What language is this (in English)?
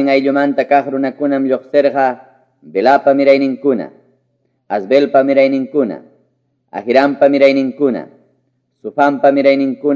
Quechua